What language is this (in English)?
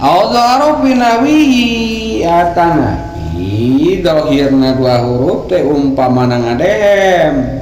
Sundanese